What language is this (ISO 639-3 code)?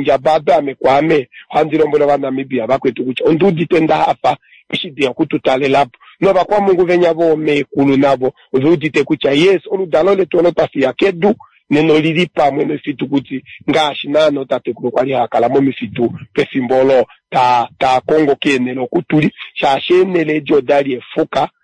kua